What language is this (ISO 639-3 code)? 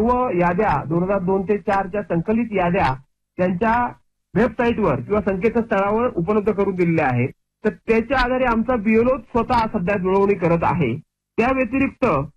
mar